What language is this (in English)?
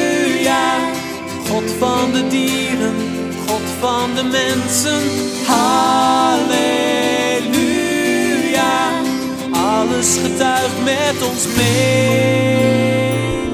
Dutch